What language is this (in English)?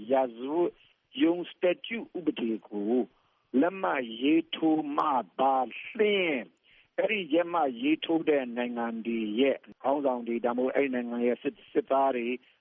Burmese